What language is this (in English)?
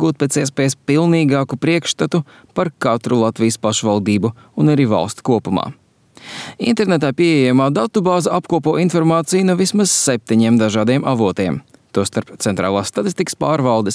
Latvian